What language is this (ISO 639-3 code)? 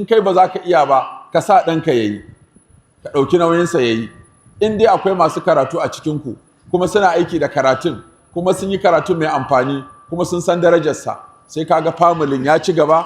hau